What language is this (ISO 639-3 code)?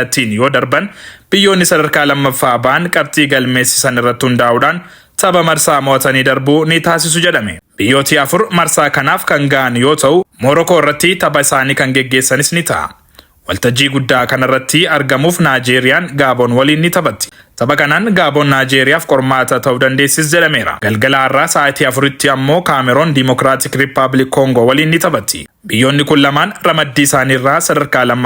orm